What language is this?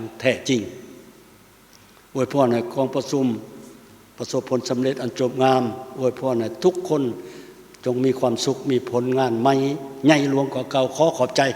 Lao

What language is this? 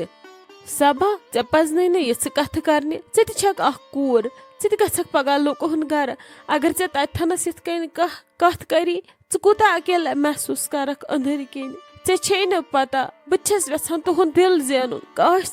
Kashmiri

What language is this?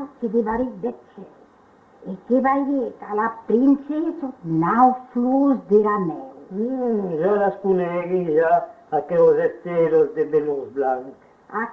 Occitan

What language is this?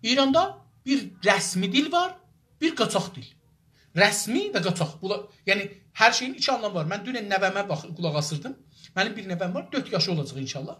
South Azerbaijani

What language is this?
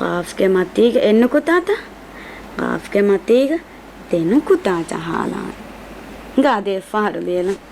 Divehi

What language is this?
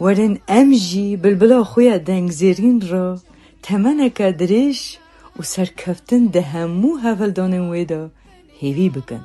Kurdish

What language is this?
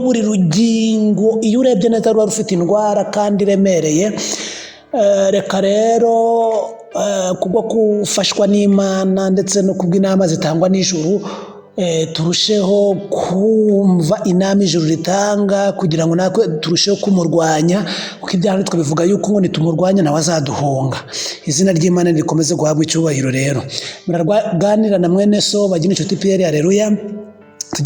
Kinyarwanda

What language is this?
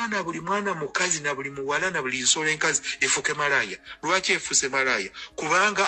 Ganda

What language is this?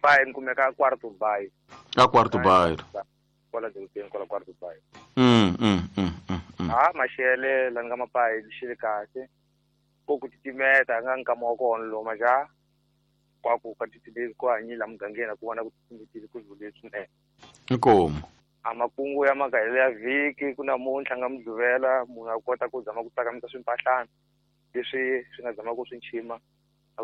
Tsonga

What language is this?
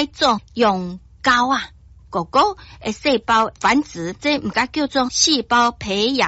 Min Nan Chinese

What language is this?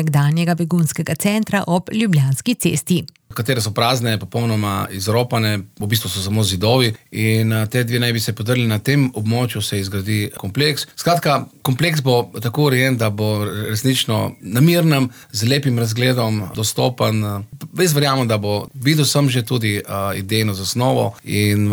Slovenian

